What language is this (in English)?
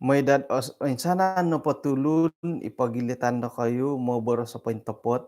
Central Dusun